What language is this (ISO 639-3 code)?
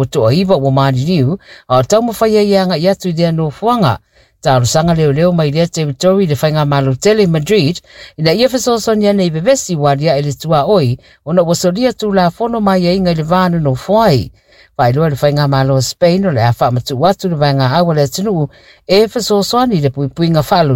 smo